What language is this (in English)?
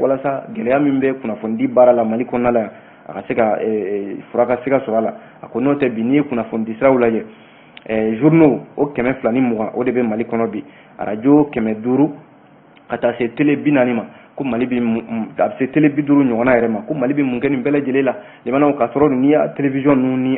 Bambara